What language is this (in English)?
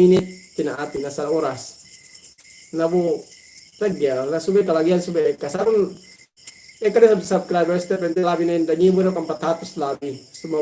Yakan